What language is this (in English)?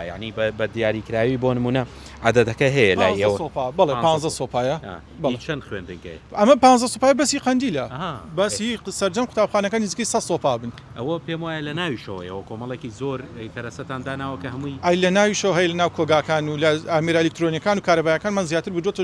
Central Kurdish